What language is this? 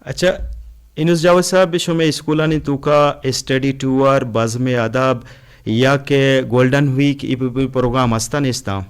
Eastern Balochi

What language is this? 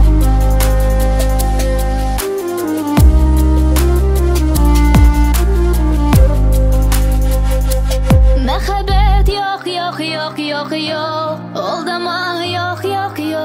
Tatar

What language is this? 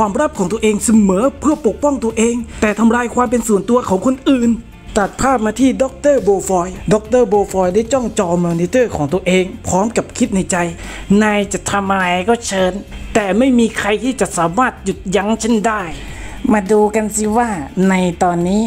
Thai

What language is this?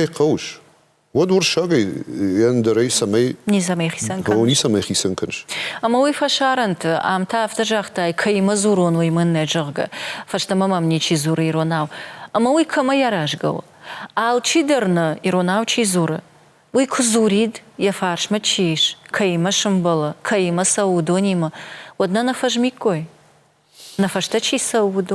Ossetic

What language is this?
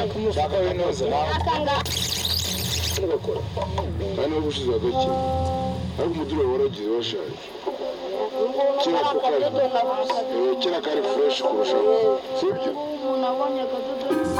Kinyarwanda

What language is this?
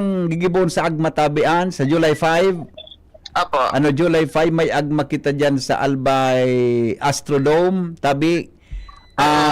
Bikol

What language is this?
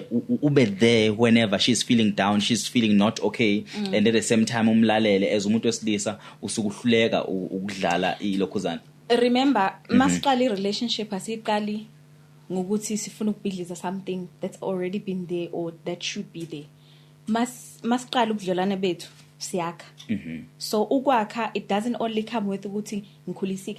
Zulu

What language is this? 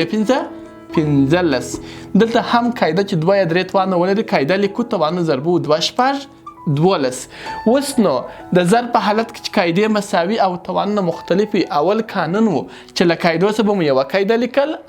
Pashto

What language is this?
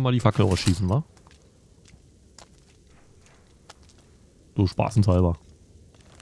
German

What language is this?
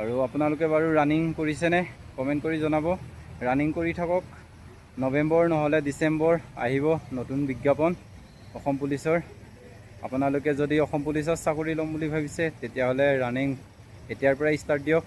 Assamese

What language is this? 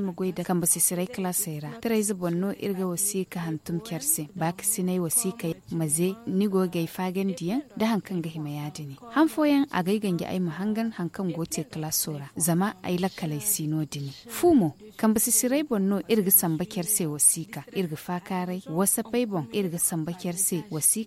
Zarma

